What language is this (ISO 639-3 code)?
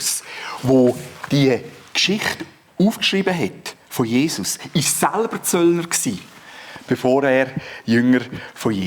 gsw